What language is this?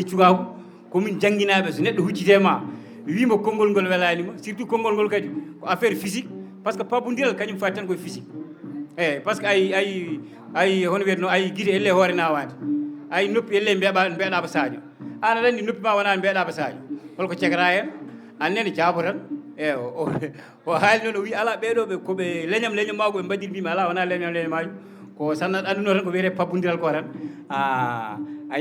Fula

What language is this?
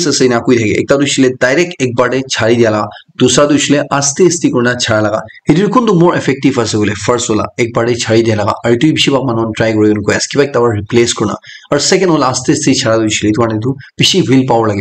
Naga Pidgin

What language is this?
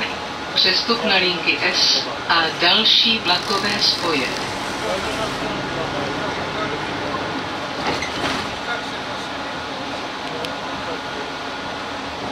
Czech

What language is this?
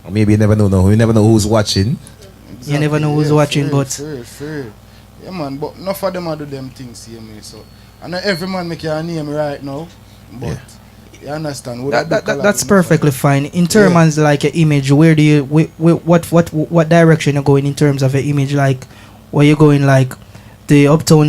Jamaican Creole English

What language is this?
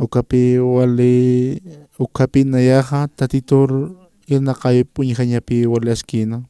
Aymara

